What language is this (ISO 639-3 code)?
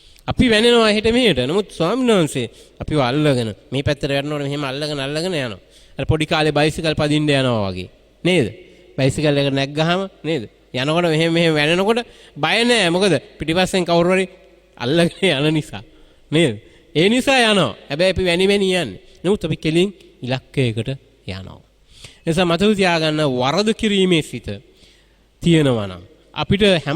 sin